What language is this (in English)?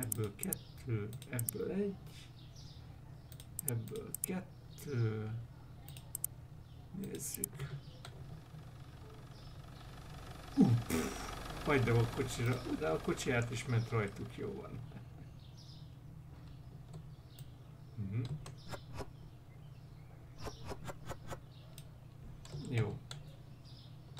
Hungarian